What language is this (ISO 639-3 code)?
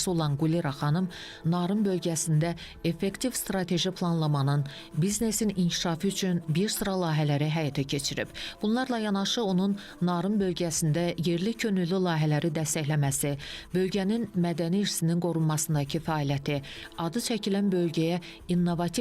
aze